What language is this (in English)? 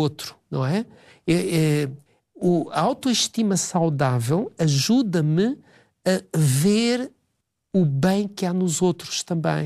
Portuguese